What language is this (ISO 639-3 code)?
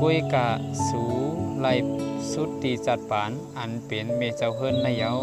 shn